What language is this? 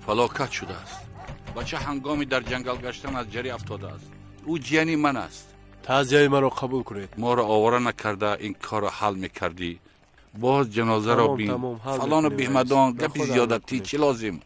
Tajik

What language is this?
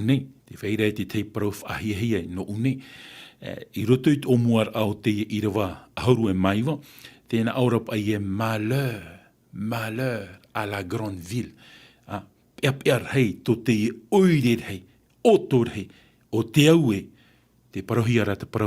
Tahitian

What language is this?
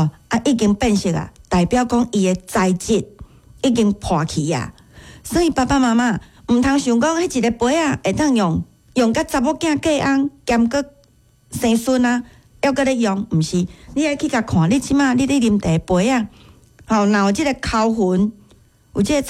Min Nan Chinese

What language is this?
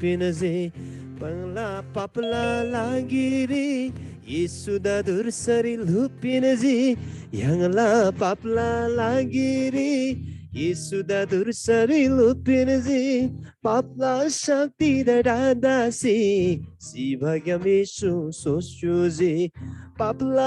Eastern Tamang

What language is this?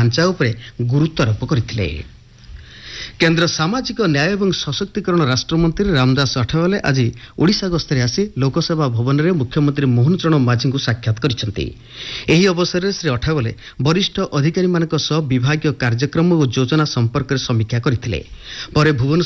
Odia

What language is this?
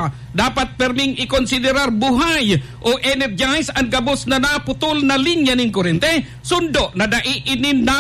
Bikol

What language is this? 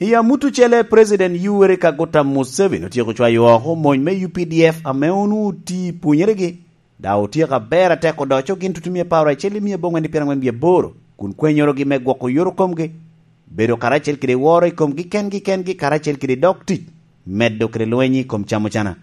Lango (Uganda)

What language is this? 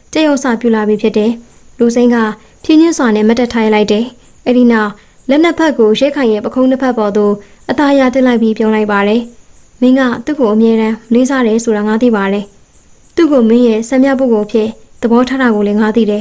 Burmese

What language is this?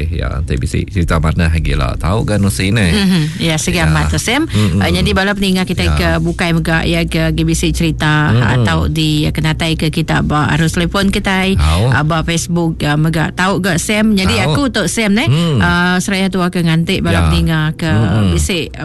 Iban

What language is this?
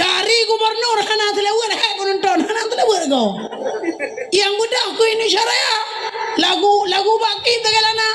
Achinese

